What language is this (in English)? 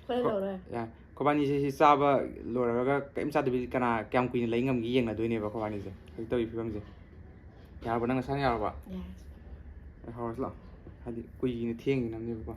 Manipuri